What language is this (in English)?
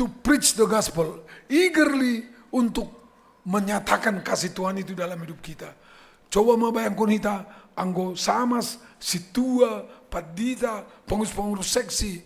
Batak Simalungun